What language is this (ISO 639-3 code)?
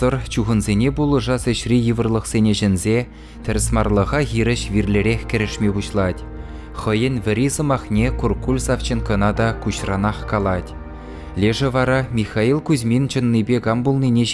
chv